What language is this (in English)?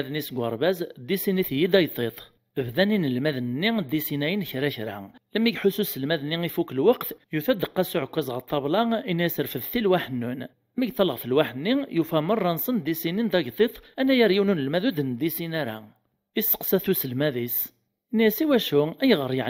Kabyle